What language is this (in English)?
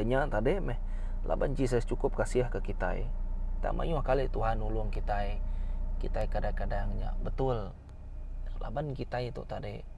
Iban